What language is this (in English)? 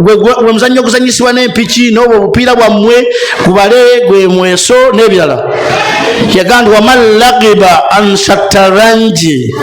Ganda